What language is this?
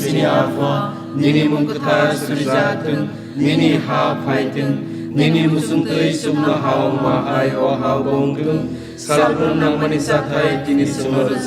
Kok Borok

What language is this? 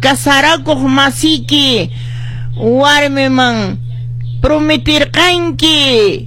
Quechua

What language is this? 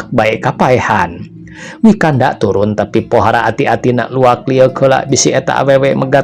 Sundanese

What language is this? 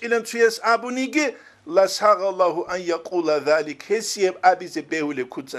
Avaric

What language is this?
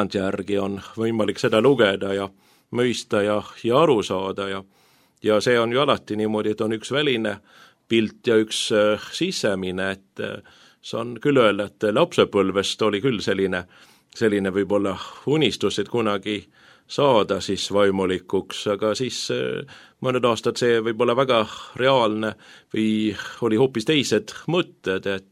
Estonian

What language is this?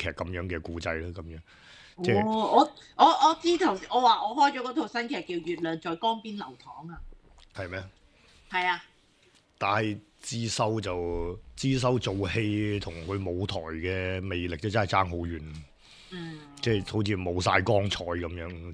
Cantonese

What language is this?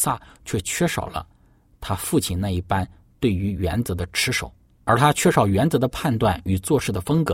Chinese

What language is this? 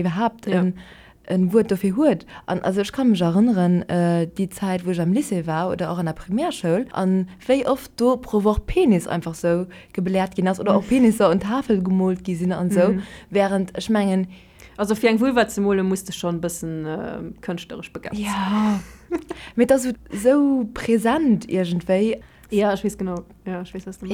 Luxembourgish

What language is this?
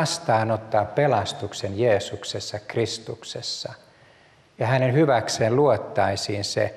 Finnish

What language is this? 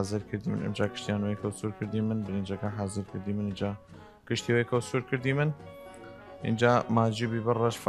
Southern Kurdish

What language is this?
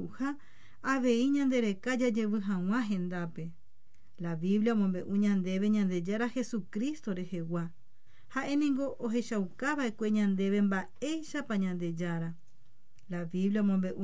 Guarani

